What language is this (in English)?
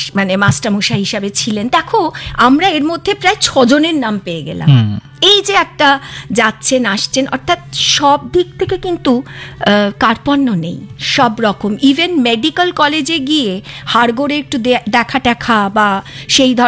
Bangla